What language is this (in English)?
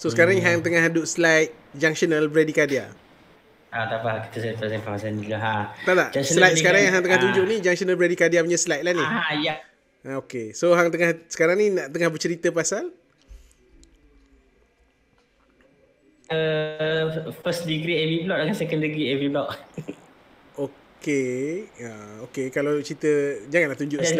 Malay